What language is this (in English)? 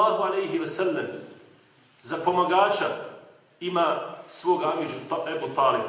Bosnian